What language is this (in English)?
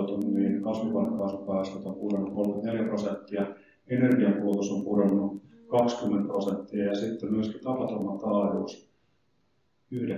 Finnish